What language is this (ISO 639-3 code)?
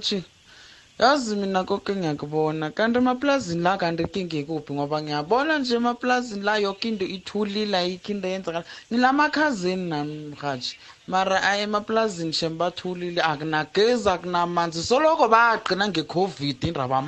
nbl